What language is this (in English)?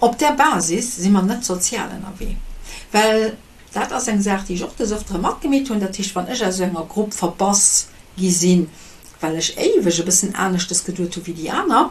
Luxembourgish